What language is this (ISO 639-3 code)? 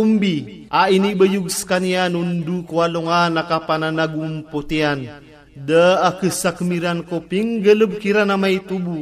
mrw